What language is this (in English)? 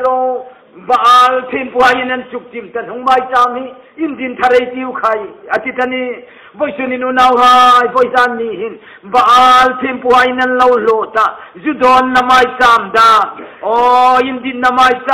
Hmar